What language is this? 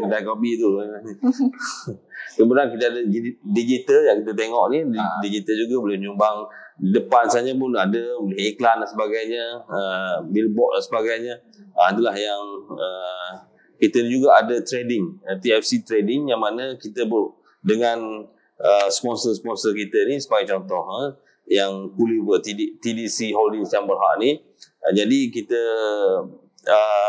Malay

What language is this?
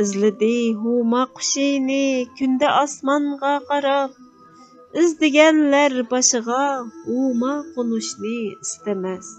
Uyghur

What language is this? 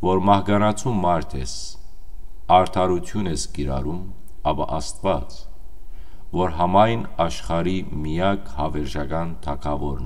Western Armenian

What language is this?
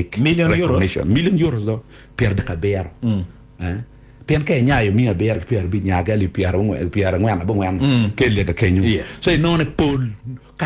Acoli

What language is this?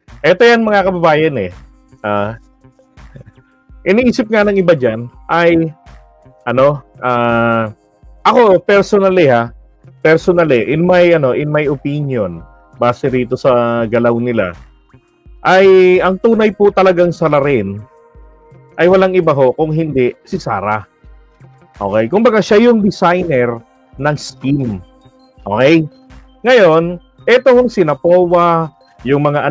Filipino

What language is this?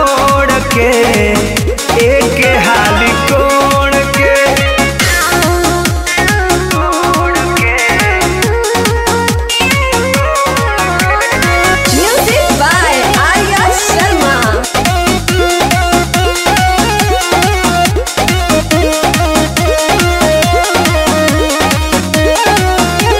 Bhojpuri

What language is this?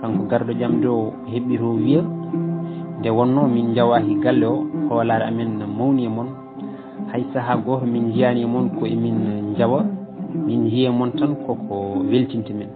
Fula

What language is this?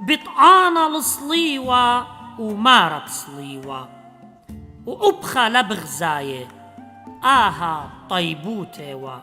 Assyrian Neo-Aramaic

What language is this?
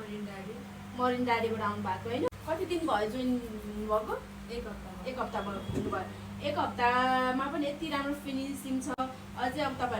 Nepali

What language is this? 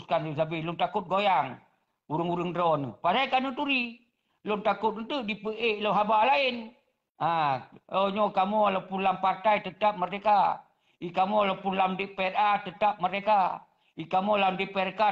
Achinese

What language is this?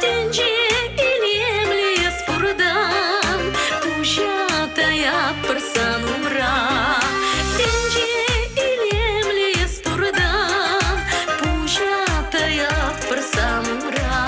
Chuvash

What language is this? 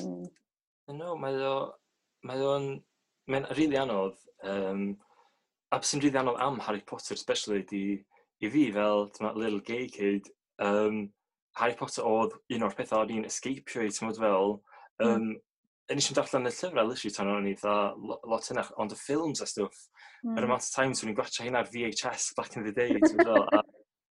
Welsh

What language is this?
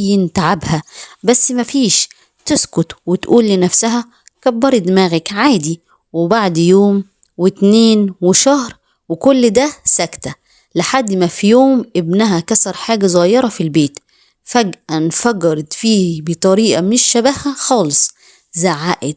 Egyptian Arabic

